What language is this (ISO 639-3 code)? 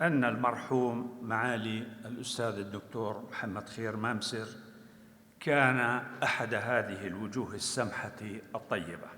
apc